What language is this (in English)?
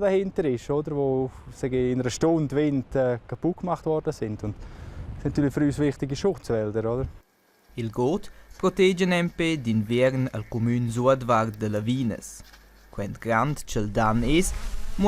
Romansh